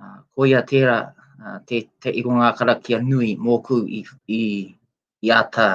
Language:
Māori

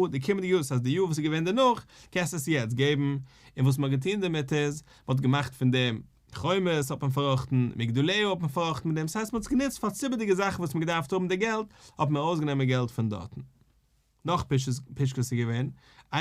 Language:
Yiddish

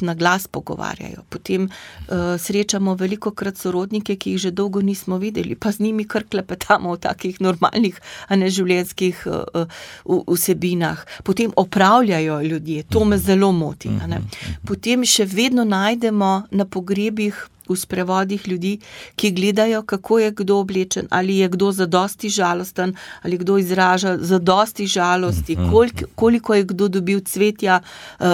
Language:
Slovenian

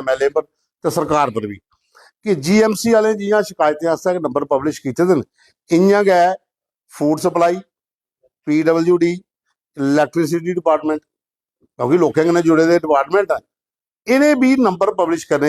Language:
Dogri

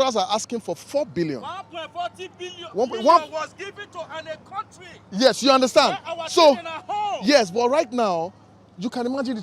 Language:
Nigerian Pidgin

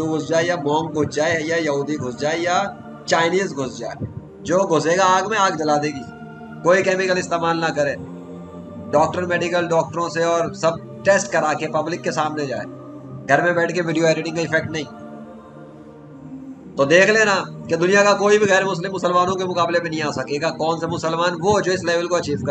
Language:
Urdu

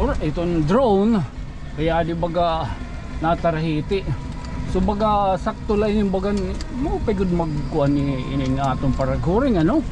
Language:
Waray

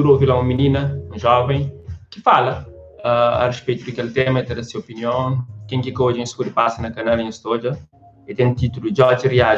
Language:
Kabuverdianu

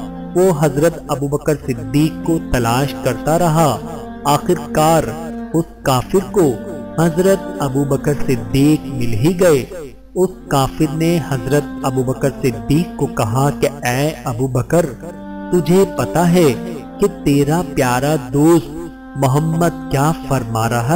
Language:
Urdu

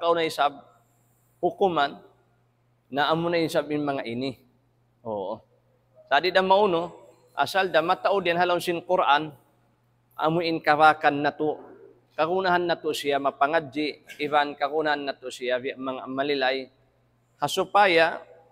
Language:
Tausug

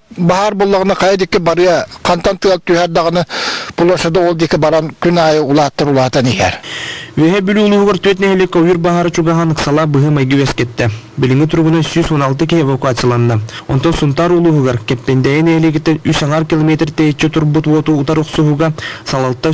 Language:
Yakut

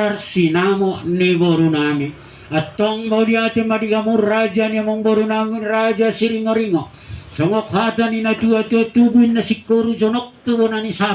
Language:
Batak Toba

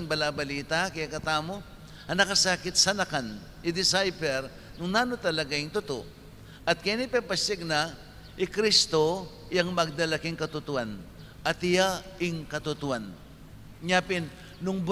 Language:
Pampanga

